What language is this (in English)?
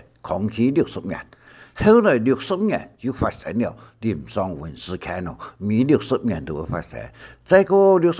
Hakka Chinese